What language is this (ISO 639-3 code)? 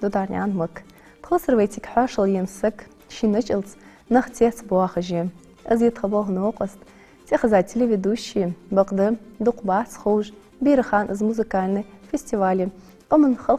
inh